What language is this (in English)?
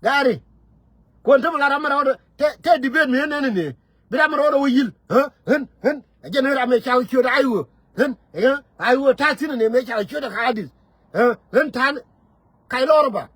Nuer